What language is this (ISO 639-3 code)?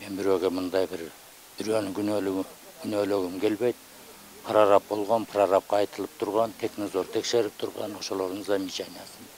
kir